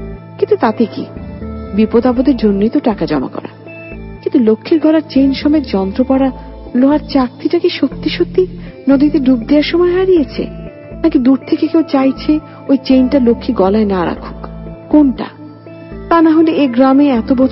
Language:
Bangla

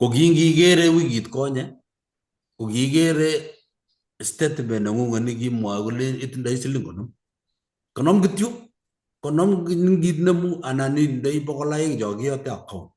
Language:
Kalenjin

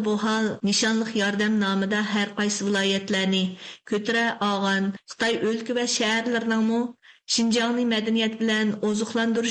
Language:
Uyghur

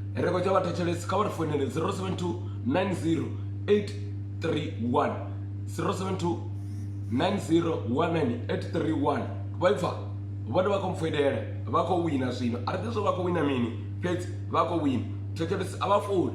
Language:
Venda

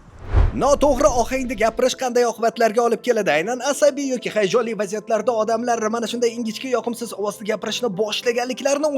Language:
Uzbek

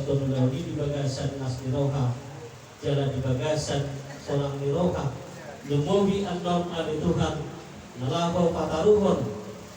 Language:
Batak Toba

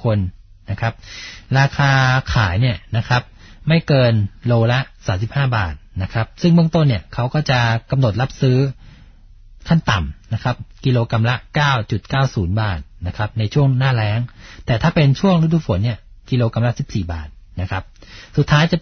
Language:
Thai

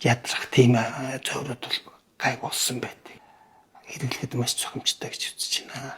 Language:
Mongolian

